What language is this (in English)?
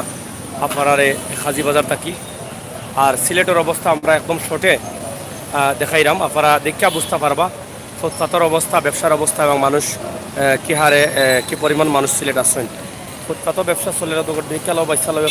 Sylheti